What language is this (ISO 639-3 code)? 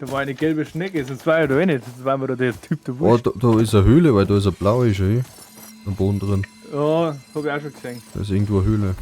bar